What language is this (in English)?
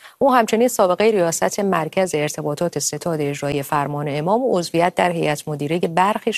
Persian